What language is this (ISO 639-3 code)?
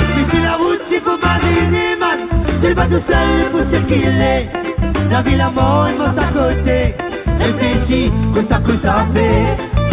rcf